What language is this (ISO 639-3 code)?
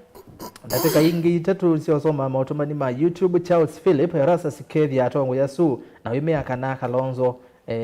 kam